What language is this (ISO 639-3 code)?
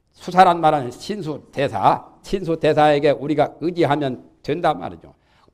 kor